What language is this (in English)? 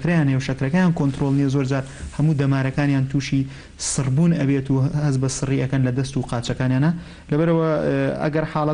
Central Kurdish